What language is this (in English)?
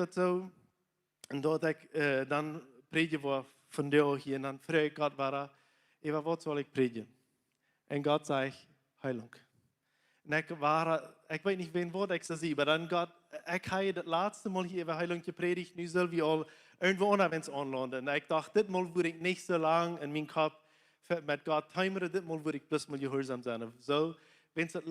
Plautdietsch